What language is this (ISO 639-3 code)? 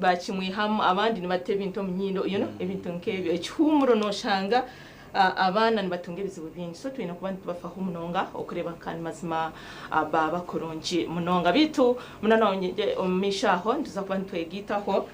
nyn